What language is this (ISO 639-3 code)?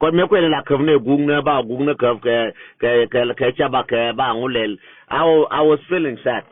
nus